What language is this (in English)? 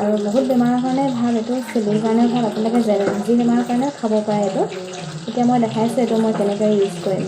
Assamese